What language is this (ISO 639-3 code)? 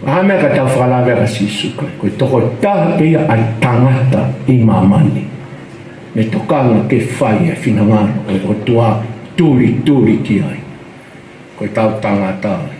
ton